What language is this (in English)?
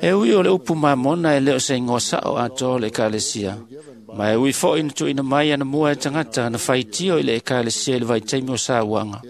Samoan